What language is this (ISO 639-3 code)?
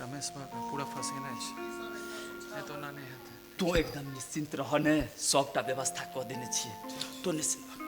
mai